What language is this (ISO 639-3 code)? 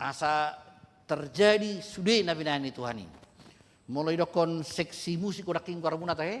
bbc